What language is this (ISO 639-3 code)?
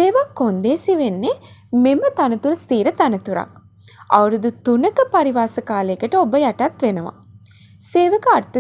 sin